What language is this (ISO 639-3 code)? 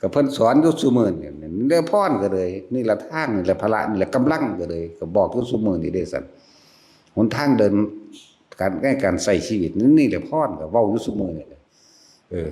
tts